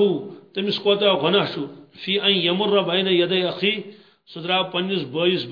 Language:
Kashmiri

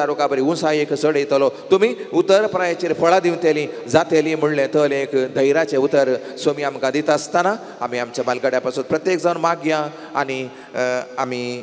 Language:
Konkani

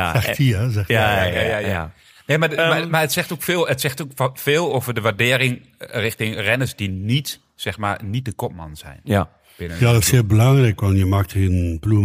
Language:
Dutch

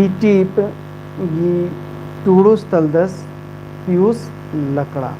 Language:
Kurukh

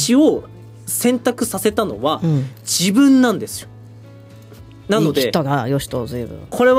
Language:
Japanese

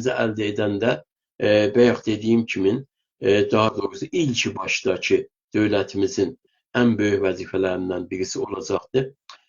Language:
South Azerbaijani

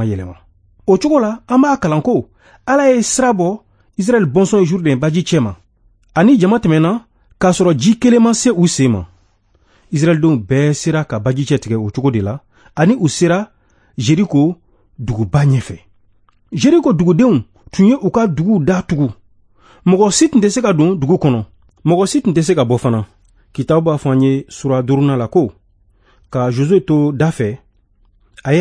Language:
Bambara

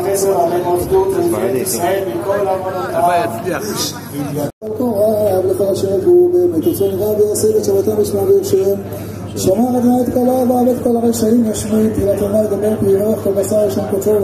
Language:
Hebrew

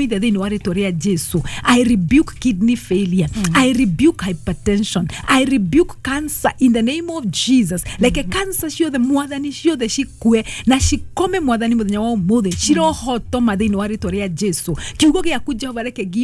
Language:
Kikuyu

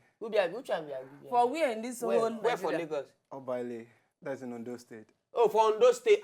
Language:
Nigerian Pidgin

